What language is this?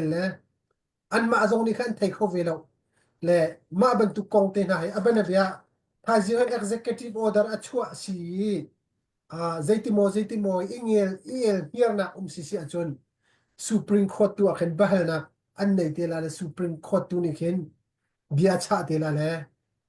Hakha Chin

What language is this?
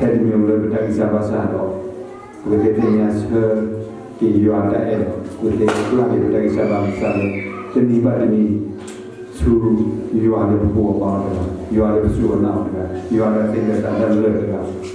S'gaw Karen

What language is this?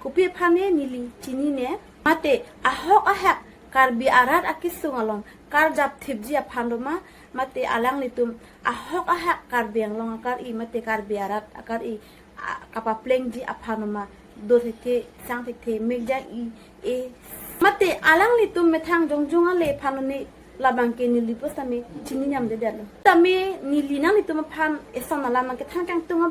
Karbi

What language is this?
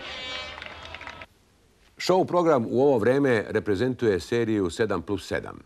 Serbian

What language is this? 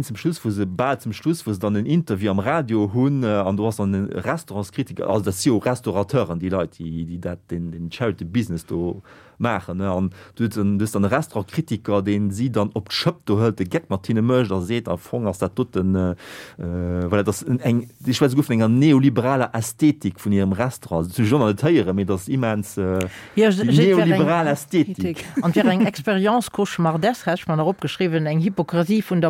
Luxembourgish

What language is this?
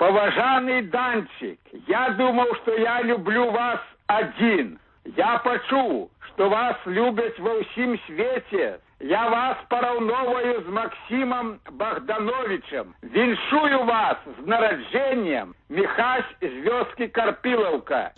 Belarusian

